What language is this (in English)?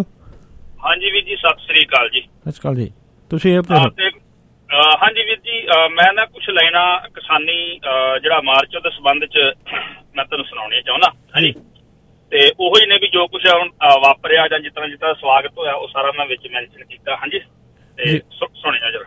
Punjabi